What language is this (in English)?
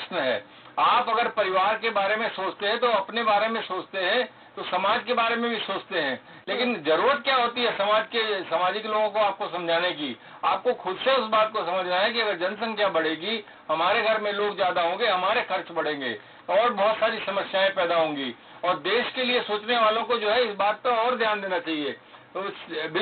Hindi